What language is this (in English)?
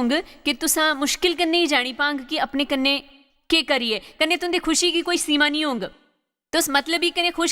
Dogri